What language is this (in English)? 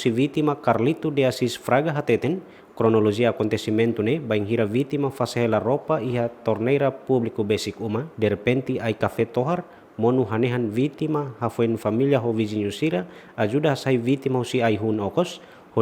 Tetum